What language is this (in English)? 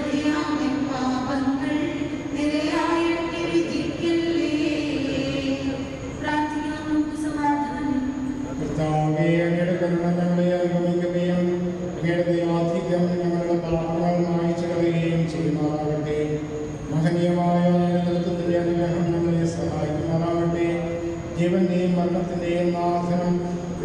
Malayalam